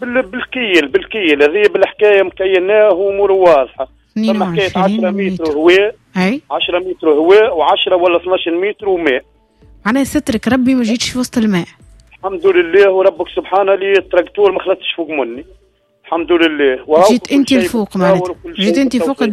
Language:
Tunisian Arabic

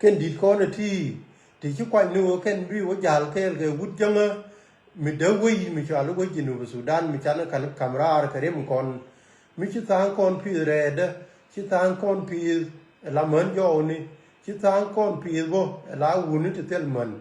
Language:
Nuer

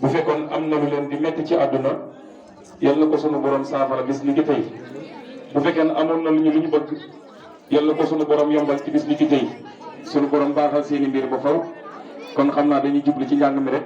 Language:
Wolof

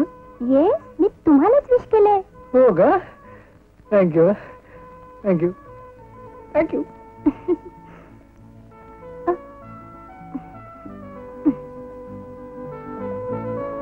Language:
Marathi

